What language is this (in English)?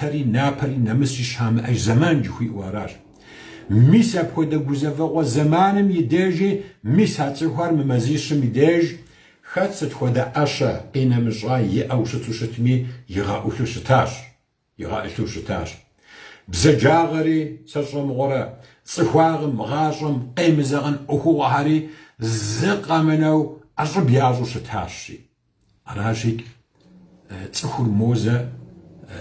Kabardian